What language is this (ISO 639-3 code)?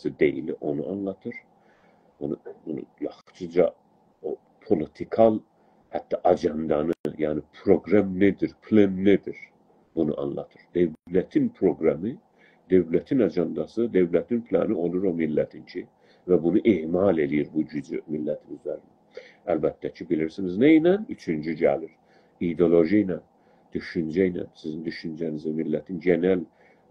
azb